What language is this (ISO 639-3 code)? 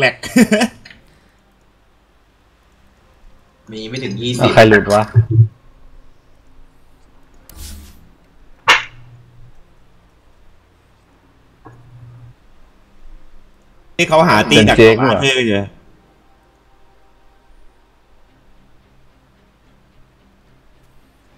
tha